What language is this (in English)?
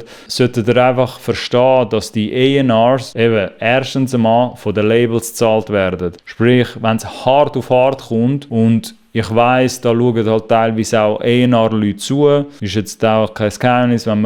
Swiss German